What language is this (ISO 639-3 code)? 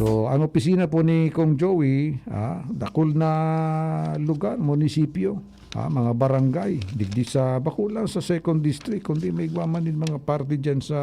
bik